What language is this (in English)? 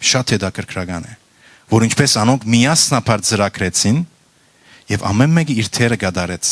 Western Armenian